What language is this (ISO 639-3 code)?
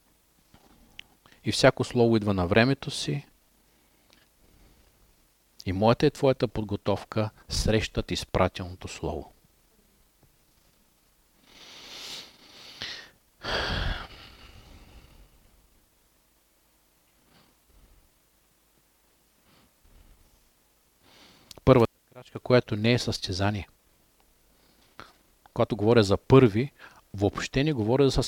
bul